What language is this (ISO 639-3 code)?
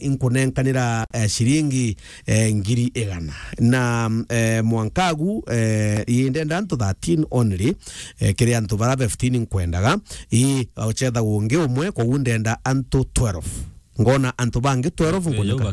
mer